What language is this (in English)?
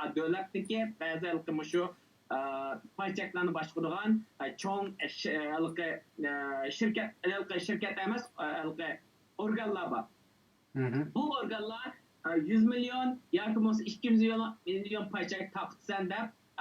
Uyghur